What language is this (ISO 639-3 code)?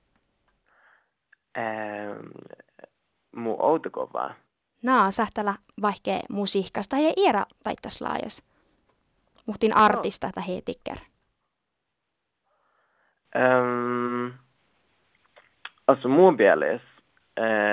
fin